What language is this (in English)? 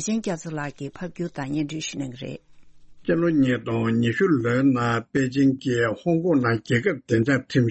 Tibetan